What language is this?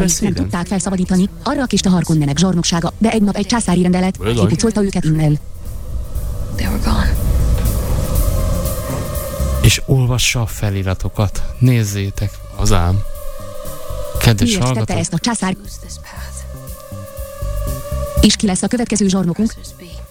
Hungarian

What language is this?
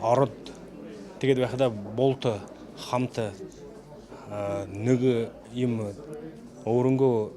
Buriat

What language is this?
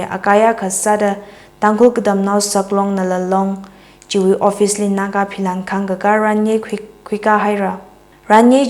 Tangkhul Naga (India)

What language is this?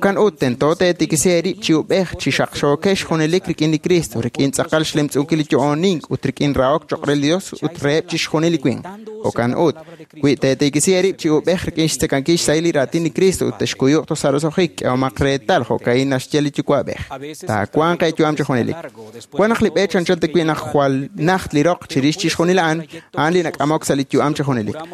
Kekchí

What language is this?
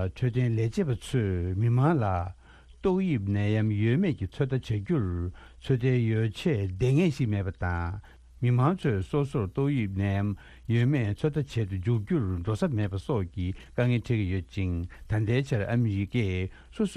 Tibetan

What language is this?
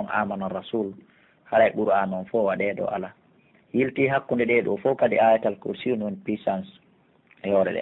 Pular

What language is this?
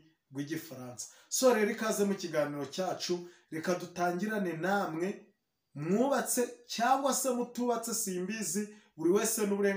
Kinyarwanda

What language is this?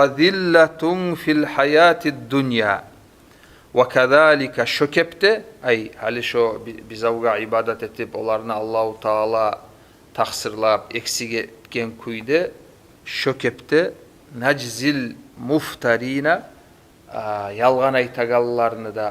Kumyk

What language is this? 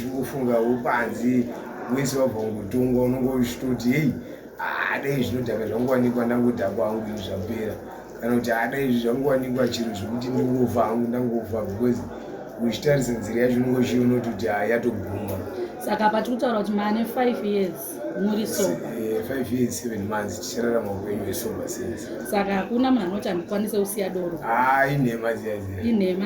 Shona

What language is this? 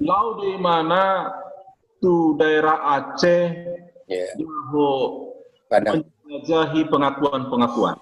Batak Toba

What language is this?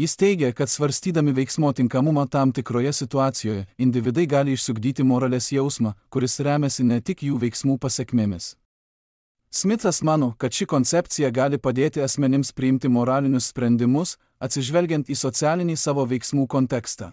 Lithuanian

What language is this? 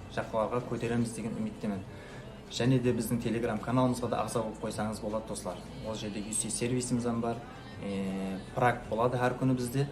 Kara-Kalpak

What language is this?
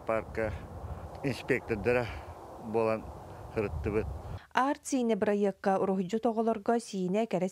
Yakut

